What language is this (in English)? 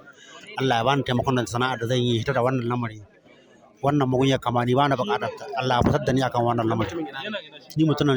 Hausa